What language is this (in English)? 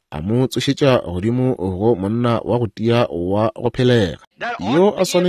Northern Sotho